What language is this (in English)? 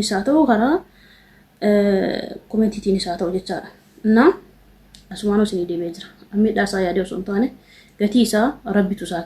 Oromo